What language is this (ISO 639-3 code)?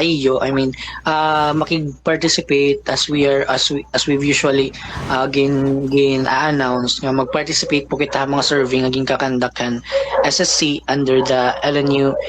war